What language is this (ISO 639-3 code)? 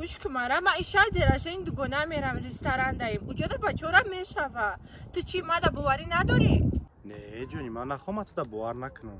tgk